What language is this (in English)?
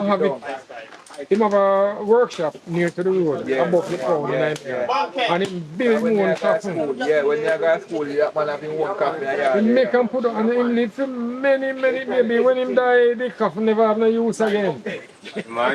Jamaican Creole English